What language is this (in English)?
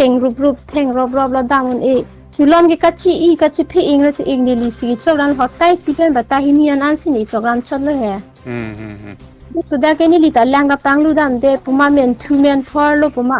Karbi